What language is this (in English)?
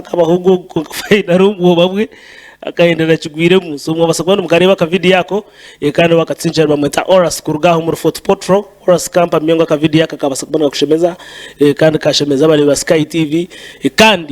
Nyankole